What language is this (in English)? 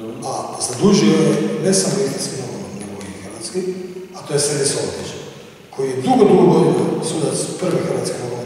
Croatian